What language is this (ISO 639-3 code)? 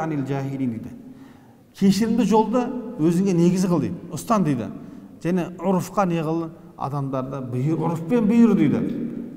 kaz